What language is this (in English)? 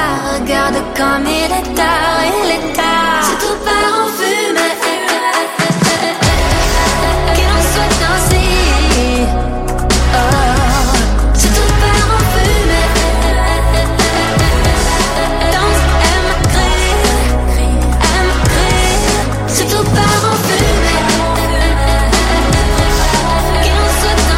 French